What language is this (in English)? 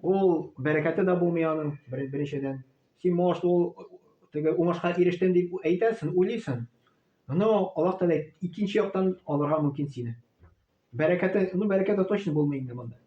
Tatar